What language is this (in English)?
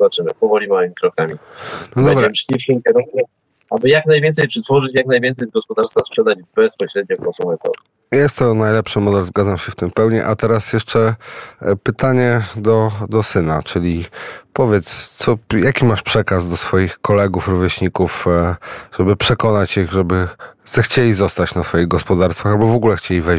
Polish